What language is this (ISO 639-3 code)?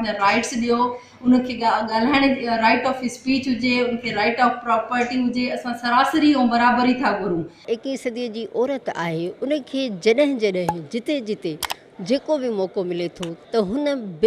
snd